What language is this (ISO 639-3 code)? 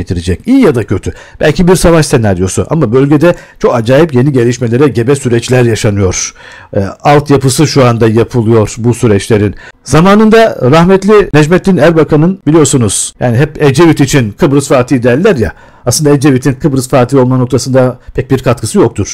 tur